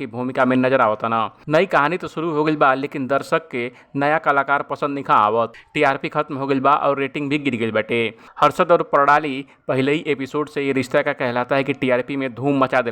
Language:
Bhojpuri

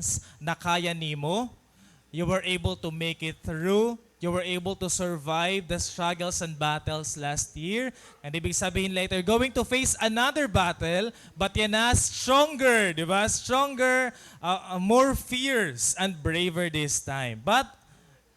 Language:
Waray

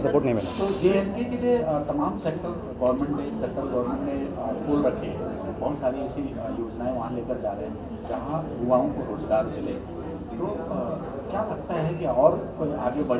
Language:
Hindi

